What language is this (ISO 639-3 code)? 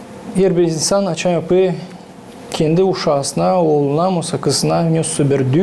gag